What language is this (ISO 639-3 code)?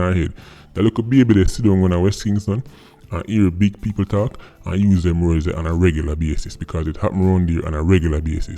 jam